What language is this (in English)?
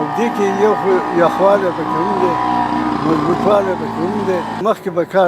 Pashto